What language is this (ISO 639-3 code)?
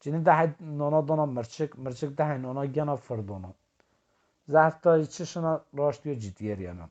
zza